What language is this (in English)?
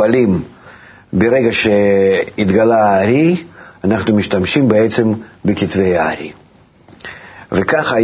Hebrew